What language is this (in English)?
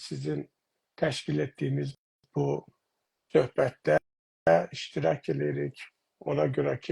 South Azerbaijani